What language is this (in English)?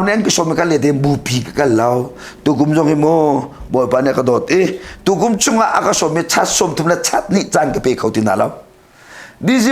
Hakha Chin